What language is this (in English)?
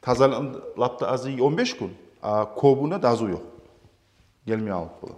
Kumyk